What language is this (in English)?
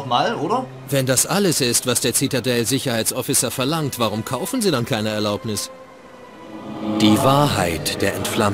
German